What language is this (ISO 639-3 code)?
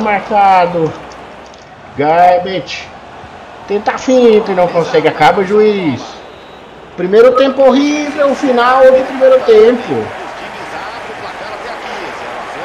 por